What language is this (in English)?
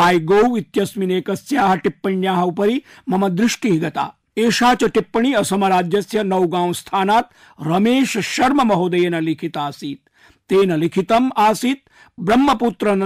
Sanskrit